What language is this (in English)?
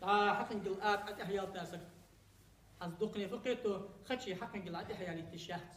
Ingush